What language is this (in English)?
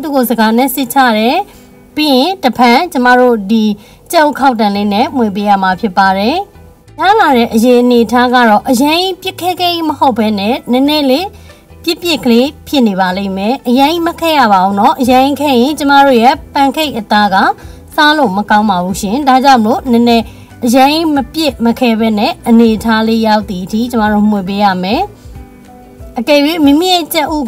Burmese